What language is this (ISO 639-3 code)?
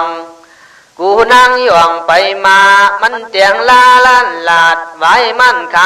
kkh